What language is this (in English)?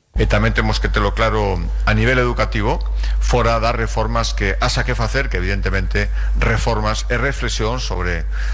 Galician